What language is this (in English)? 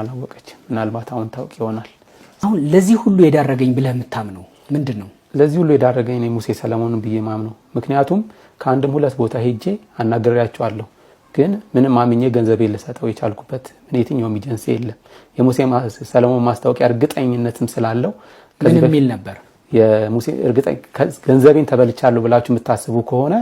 Amharic